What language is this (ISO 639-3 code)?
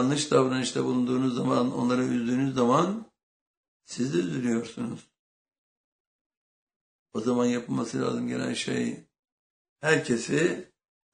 tur